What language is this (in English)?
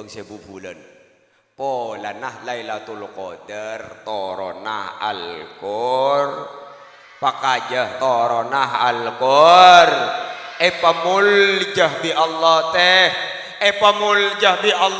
Madurese